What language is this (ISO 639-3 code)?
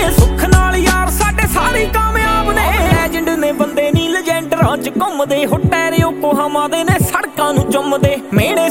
pan